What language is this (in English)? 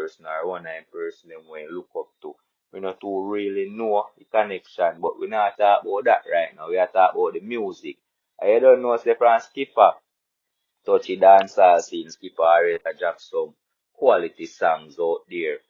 Jamaican Creole English